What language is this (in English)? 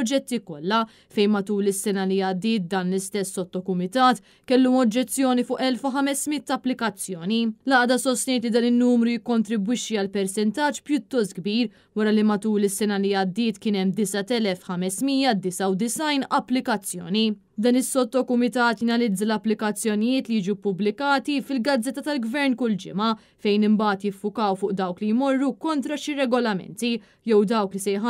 Maltese